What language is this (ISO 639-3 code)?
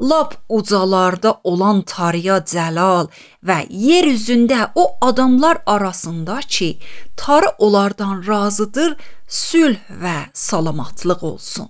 aze